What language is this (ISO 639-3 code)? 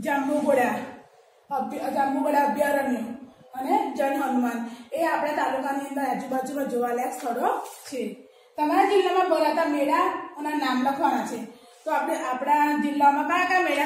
guj